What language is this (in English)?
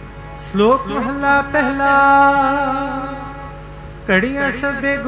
Punjabi